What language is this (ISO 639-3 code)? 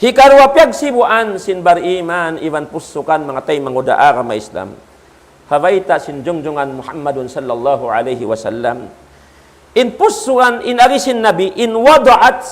tsg